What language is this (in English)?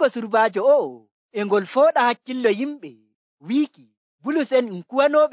Nigerian Fulfulde